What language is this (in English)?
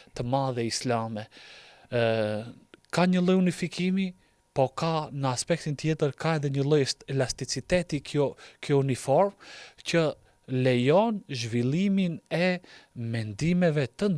Albanian